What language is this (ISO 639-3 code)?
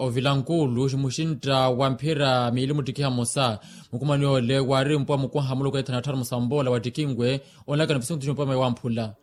vmw